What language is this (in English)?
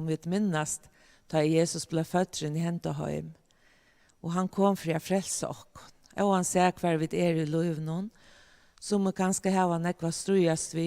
Faroese